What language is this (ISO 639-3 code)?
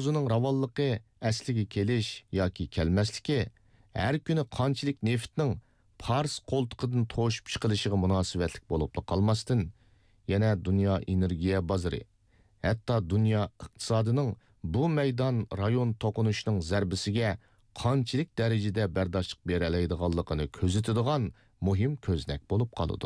uig